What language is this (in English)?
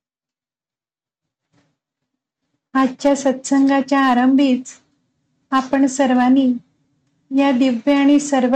Marathi